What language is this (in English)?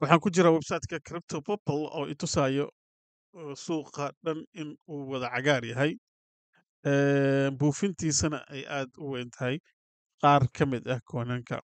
Somali